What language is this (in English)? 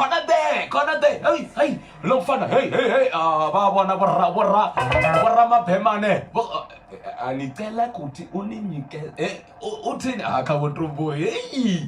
Venda